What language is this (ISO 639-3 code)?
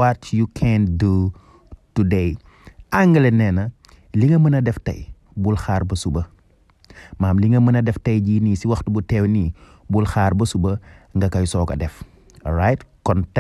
wol